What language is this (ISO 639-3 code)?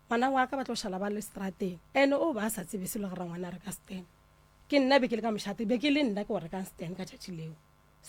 nso